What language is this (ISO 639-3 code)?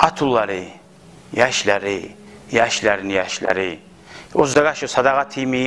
kum